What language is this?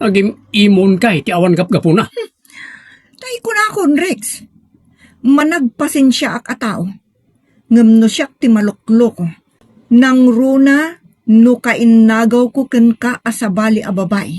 Iloko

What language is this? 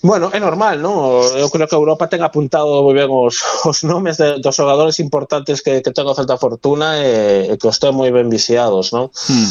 Galician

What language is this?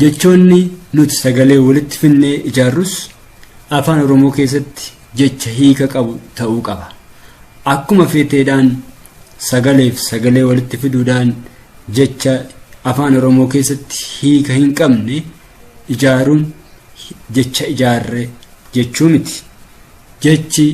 Oromo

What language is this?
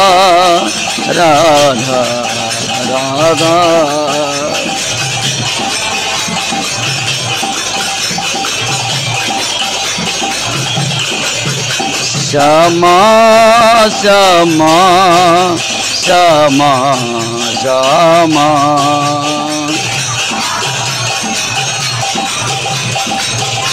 Odia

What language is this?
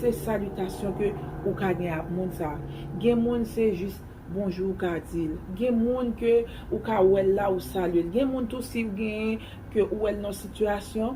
Haitian Creole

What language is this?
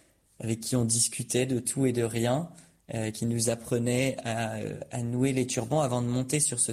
French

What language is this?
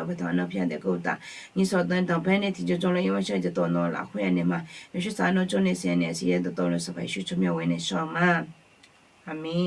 Akha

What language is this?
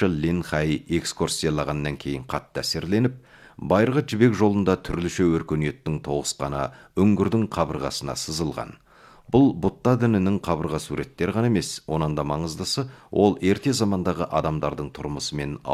Kazakh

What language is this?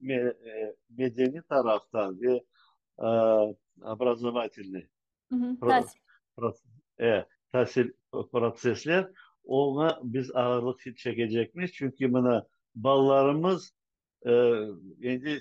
Crimean Tatar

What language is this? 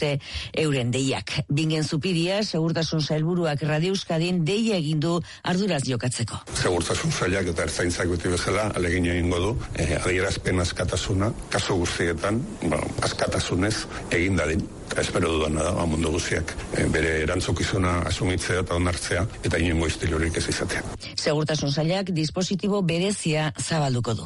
Basque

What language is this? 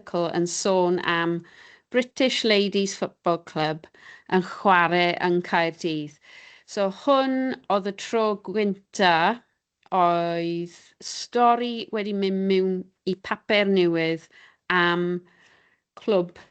Welsh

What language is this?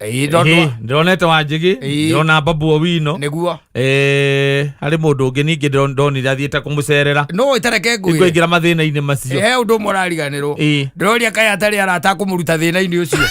Kikuyu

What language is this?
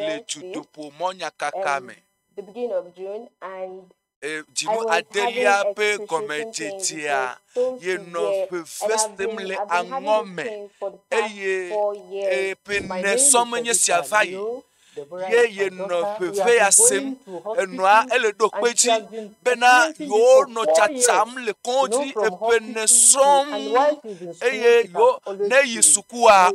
Ewe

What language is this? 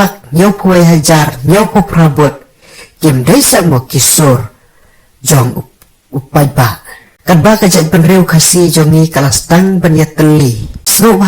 Khasi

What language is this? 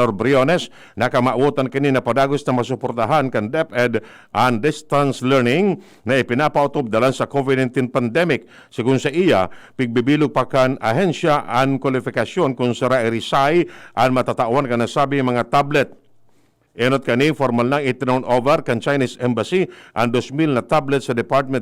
Bikol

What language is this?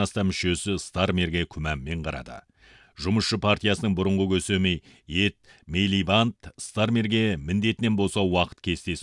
Kazakh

